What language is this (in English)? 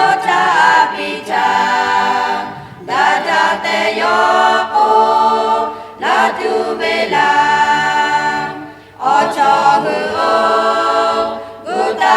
Lahu